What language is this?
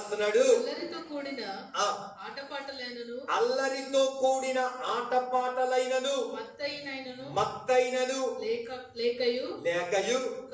Telugu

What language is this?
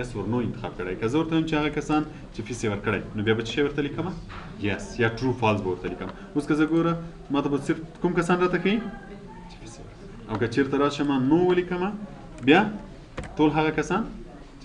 Pashto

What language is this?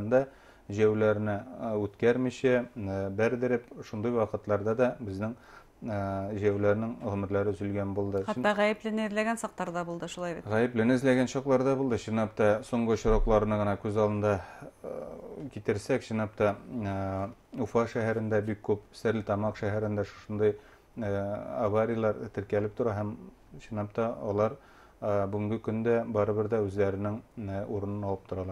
Bashkir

